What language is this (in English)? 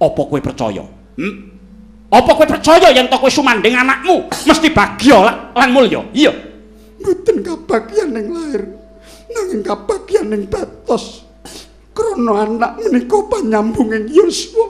Javanese